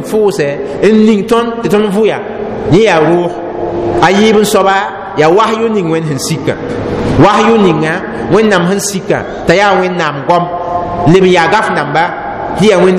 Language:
Mossi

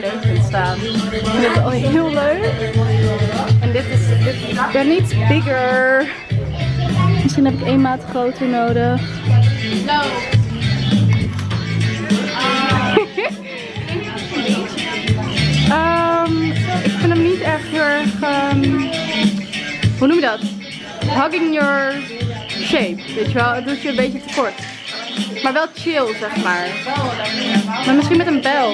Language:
Dutch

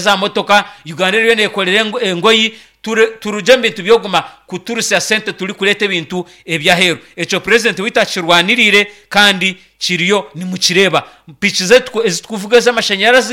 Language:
Nyankole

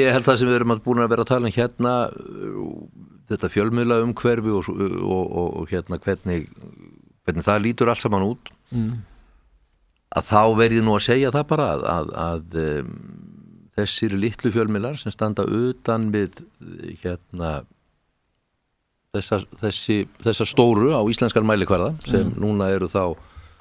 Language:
Icelandic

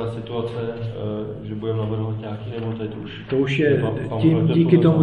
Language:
Czech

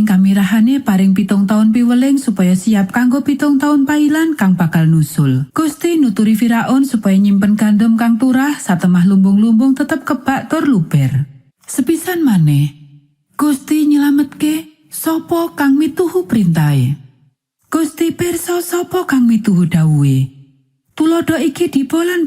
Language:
Javanese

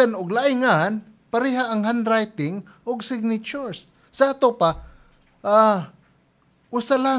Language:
Cebuano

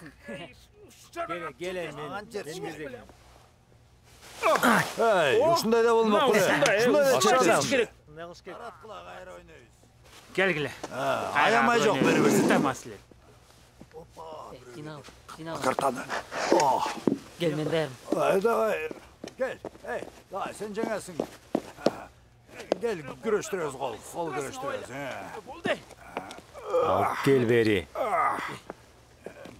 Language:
Kyrgyz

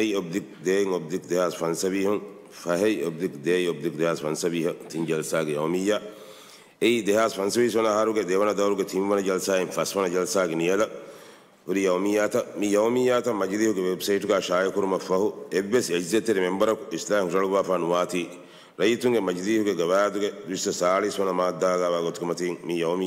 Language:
Divehi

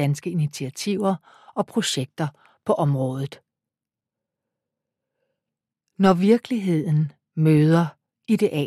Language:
Danish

